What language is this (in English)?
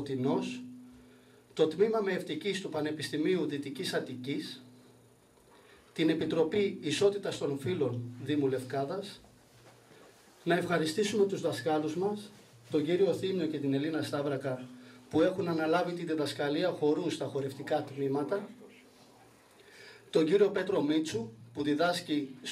Greek